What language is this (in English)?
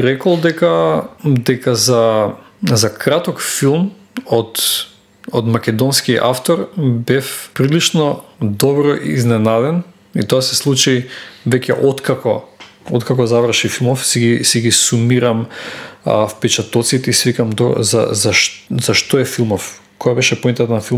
Macedonian